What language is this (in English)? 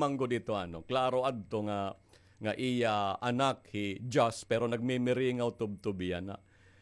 Waray